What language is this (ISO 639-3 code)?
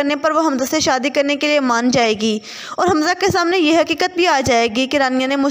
hin